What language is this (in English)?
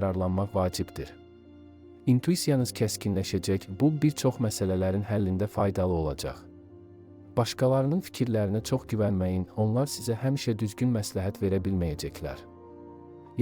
Azerbaijani